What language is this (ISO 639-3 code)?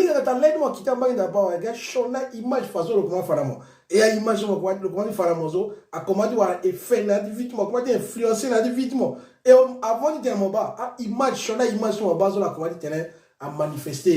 sag